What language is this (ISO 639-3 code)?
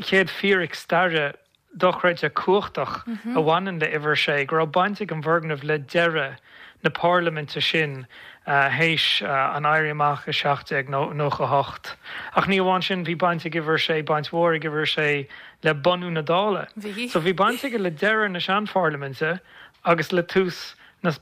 gle